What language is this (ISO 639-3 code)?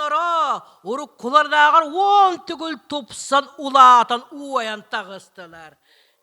sah